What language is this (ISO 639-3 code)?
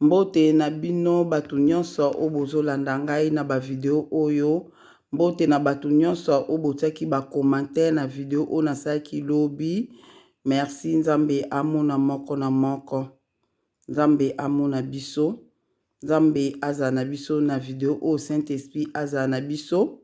lin